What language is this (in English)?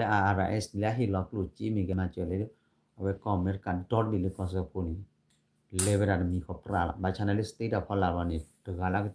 S'gaw Karen